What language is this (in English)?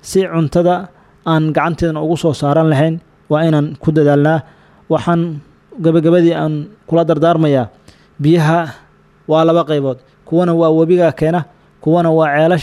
Somali